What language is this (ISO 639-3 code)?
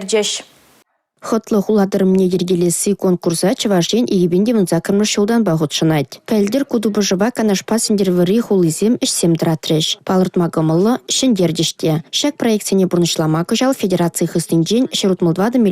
chv